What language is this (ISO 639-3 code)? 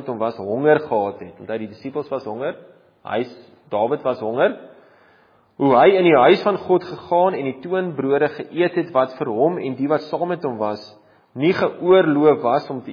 afr